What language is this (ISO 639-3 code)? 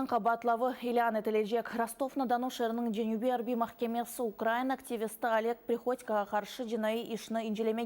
crh